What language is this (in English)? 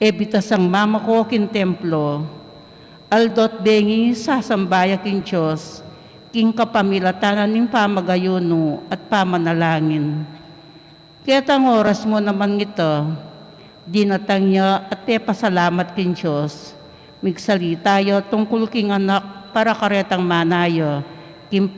Pampanga